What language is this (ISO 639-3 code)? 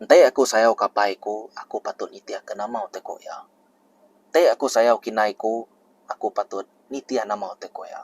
iba